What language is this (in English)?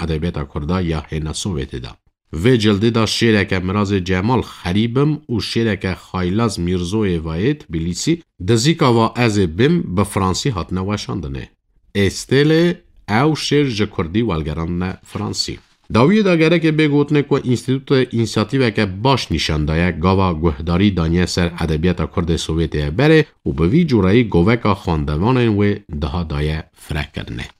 Kurdish